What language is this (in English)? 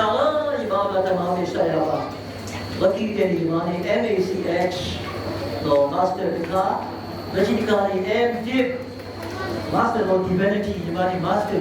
S'gaw Karen